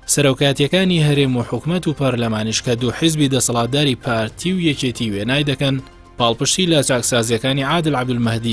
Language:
Central Kurdish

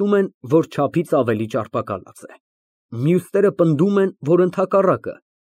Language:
Armenian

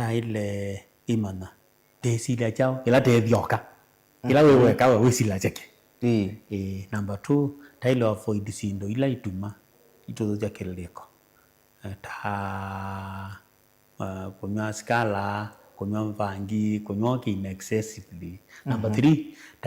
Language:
Kamba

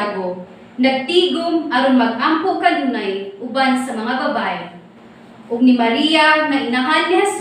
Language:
Cebuano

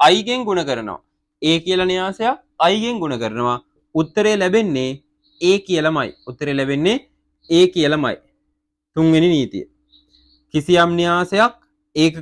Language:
Sinhala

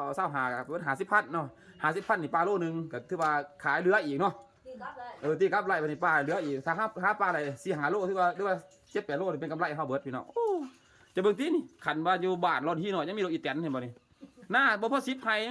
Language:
Lao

